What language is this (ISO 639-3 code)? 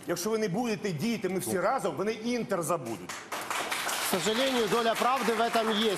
ukr